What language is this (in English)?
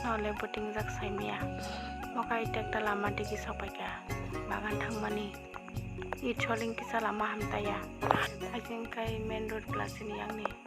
Kok Borok